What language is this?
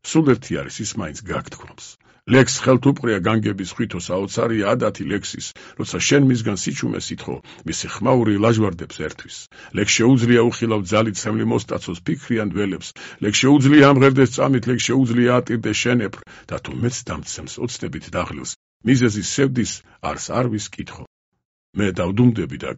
Georgian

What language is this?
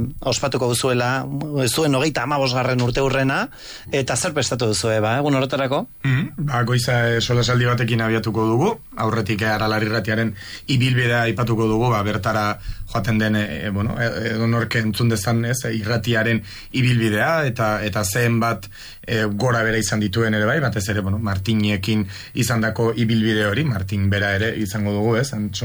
Basque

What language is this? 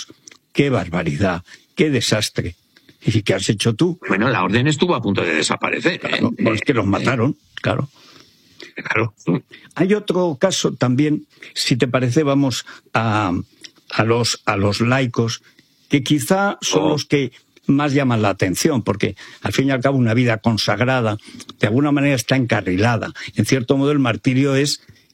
Spanish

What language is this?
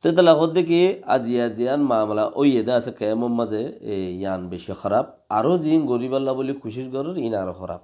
Rohingya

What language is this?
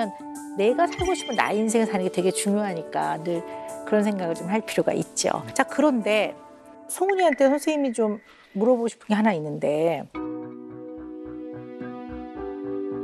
Korean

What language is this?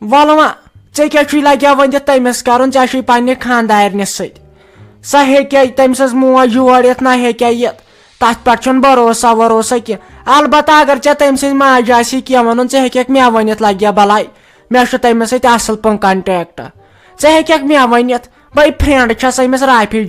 Kashmiri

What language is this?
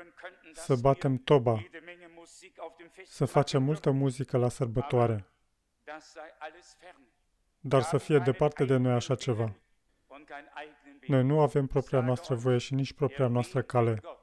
Romanian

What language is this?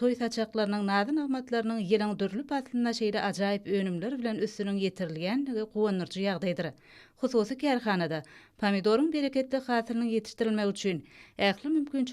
Turkmen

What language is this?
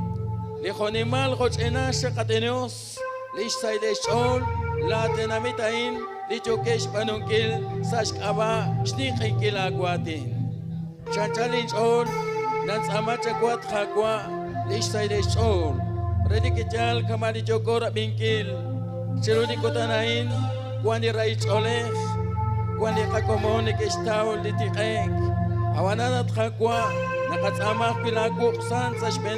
Kekchí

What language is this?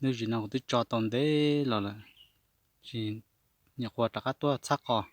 Hmong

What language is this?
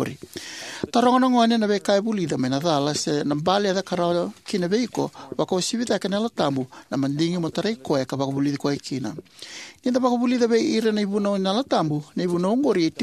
Fijian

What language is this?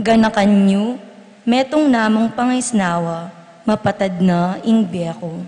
Pampanga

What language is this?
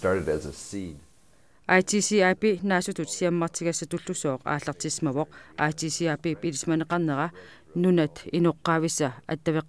Kalaallisut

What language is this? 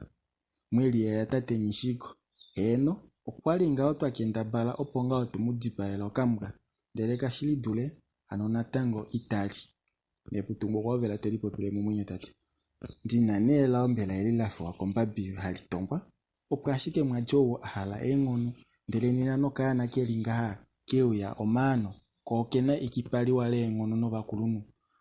Kuanyama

